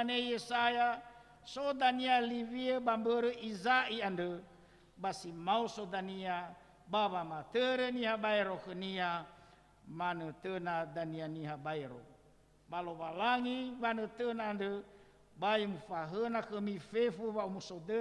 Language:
Nias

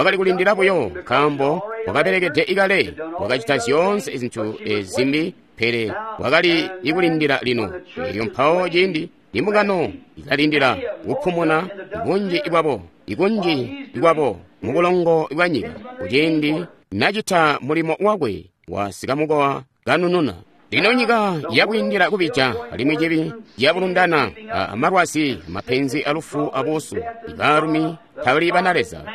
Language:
Tonga (Zambia)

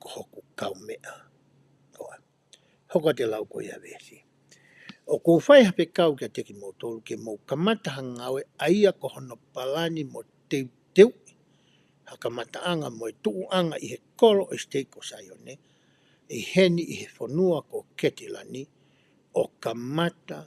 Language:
Tongan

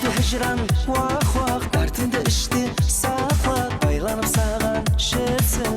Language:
Kara-Kalpak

